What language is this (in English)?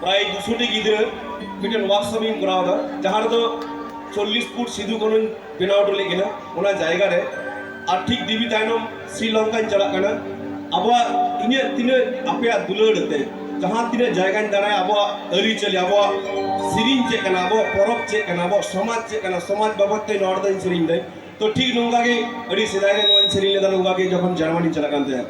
Santali